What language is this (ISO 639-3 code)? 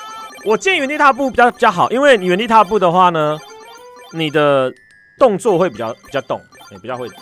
zho